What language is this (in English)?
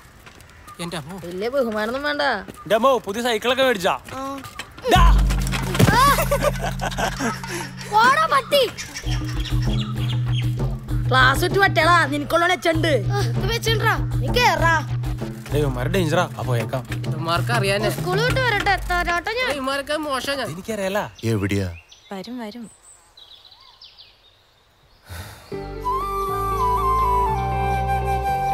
Malayalam